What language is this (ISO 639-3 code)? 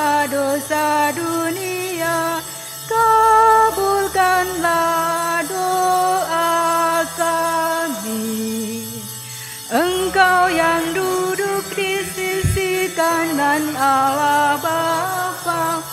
ind